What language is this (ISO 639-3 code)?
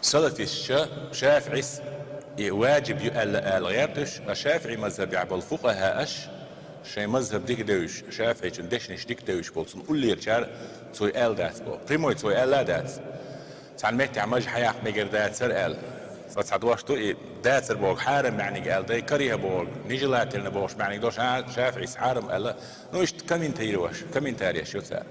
che